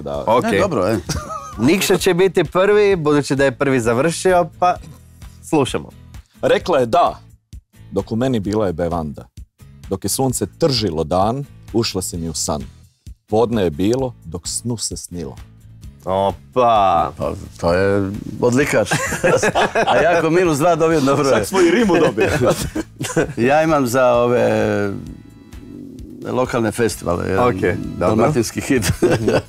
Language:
Croatian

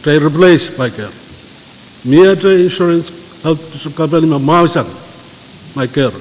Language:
Pohnpeian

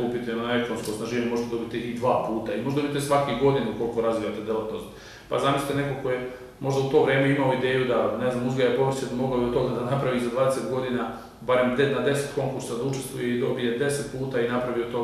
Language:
Serbian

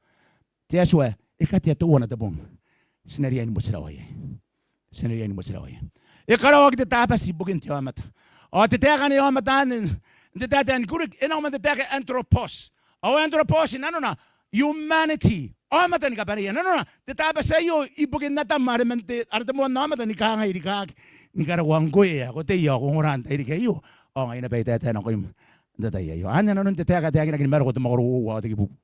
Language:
Gilbertese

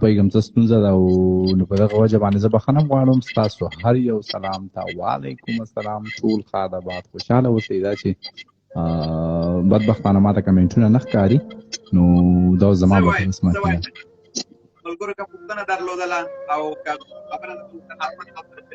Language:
Pashto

